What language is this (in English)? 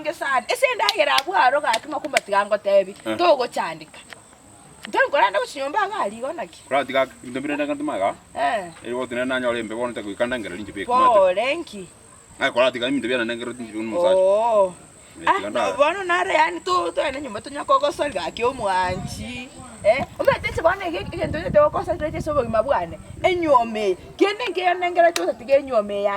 Gusii